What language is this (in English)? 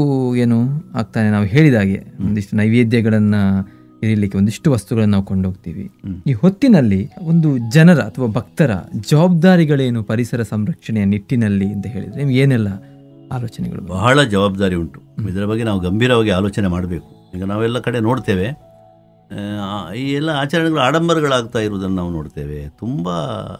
Kannada